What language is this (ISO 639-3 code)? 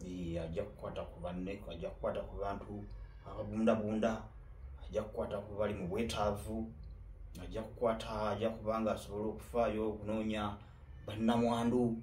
lug